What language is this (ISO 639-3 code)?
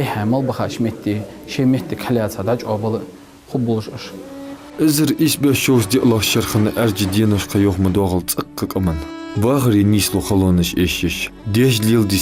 inh